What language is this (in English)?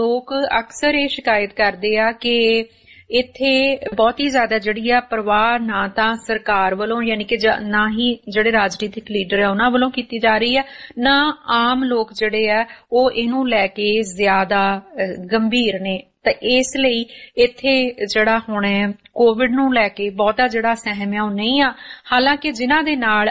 Punjabi